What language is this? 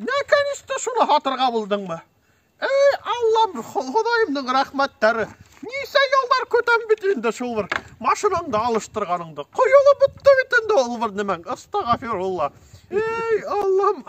Bashkir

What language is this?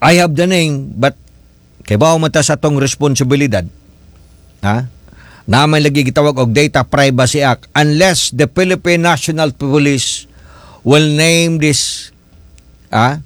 Cebuano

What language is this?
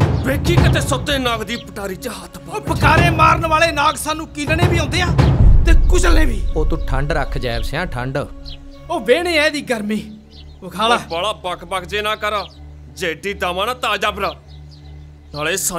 Punjabi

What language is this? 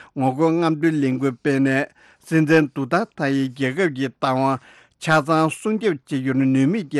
Tibetan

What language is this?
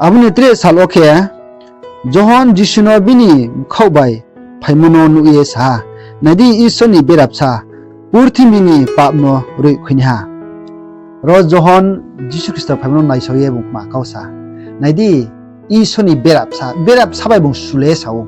Riang (India)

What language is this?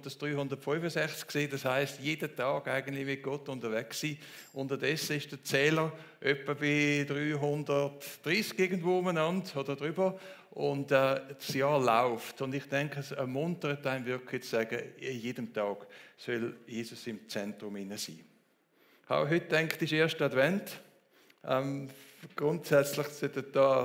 Swiss German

